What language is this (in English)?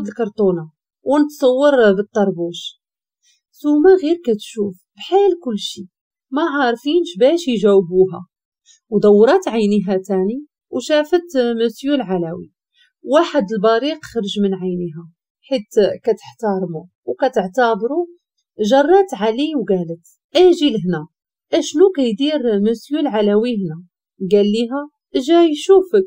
Moroccan Arabic